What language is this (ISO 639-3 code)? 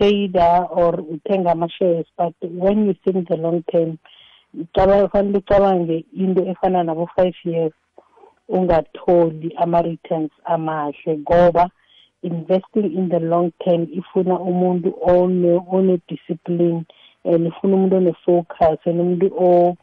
nbl